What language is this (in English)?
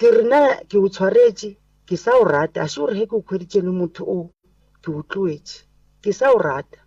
Northern Sotho